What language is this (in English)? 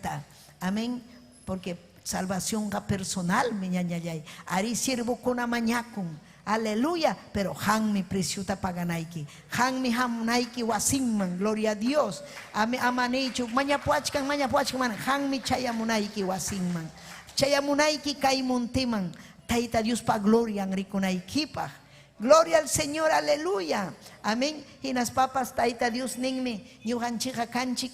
Ayacucho Quechua